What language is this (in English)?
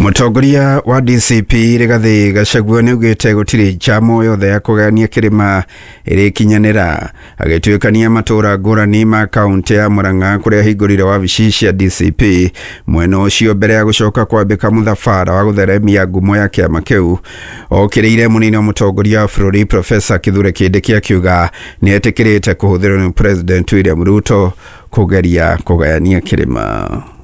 Kikuyu